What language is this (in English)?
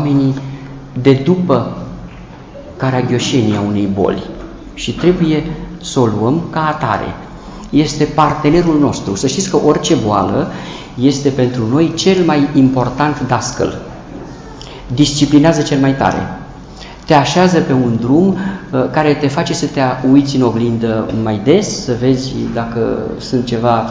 Romanian